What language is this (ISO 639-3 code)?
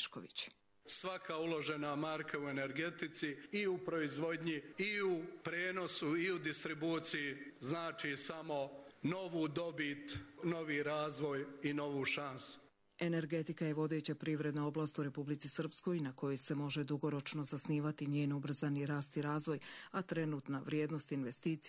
hrv